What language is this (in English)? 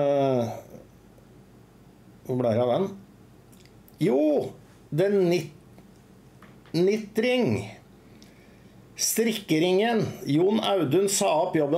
Norwegian